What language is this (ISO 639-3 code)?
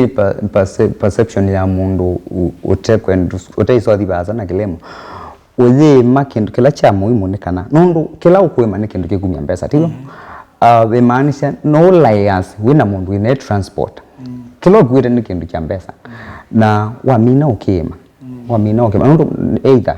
kam